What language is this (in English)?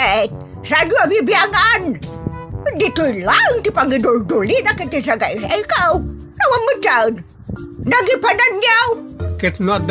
Iloko